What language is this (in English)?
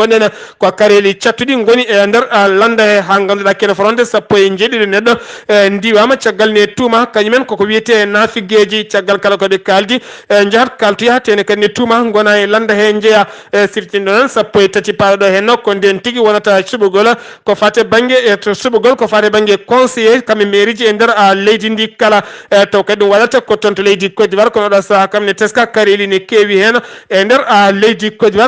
Fula